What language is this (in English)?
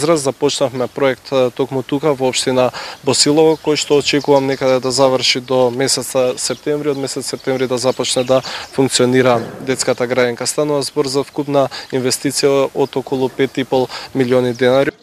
Macedonian